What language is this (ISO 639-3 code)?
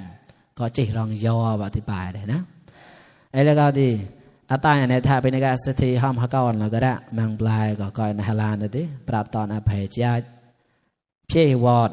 mnw